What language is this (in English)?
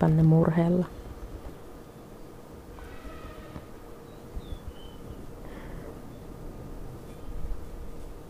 Finnish